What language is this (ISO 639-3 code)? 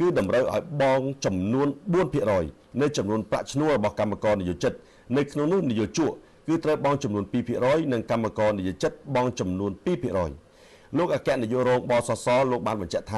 khm